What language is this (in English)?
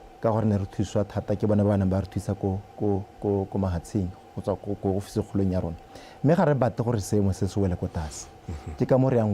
Tswana